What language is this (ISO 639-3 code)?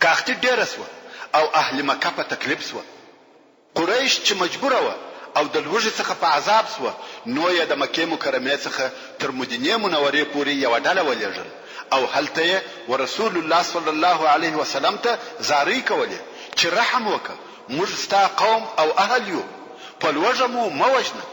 pus